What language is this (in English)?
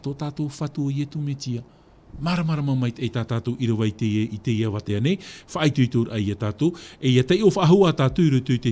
Tahitian